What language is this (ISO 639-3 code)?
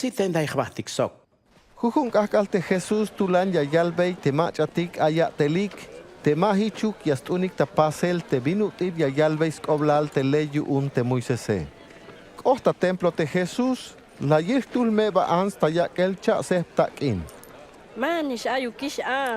tzh